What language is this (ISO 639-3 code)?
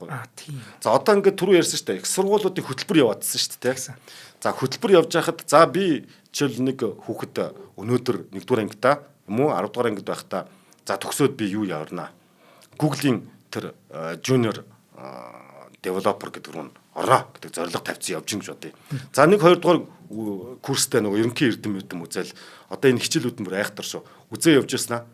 mon